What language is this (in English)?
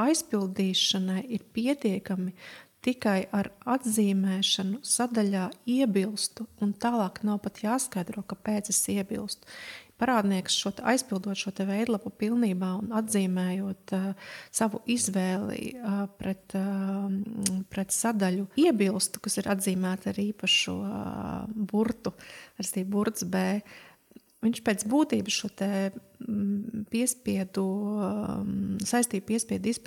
Latvian